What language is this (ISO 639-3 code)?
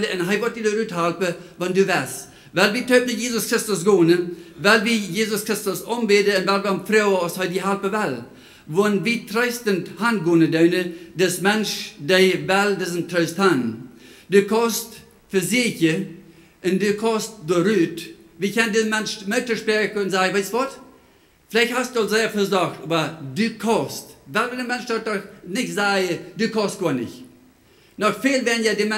pdt